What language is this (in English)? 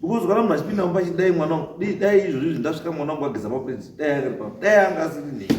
Shona